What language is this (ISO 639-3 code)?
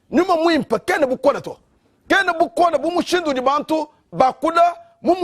lua